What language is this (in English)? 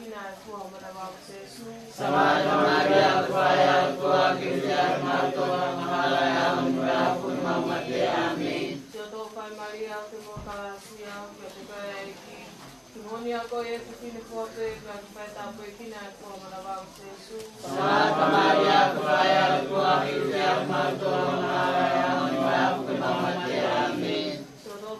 Tongan